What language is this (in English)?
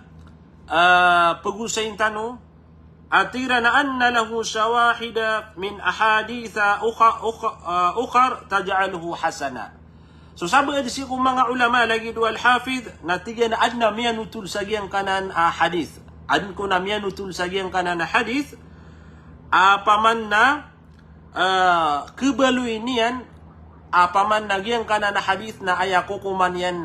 Maranao